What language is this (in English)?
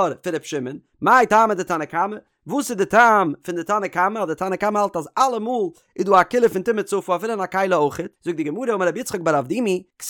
Yiddish